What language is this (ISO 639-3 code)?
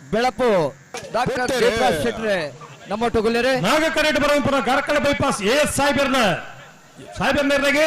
tcy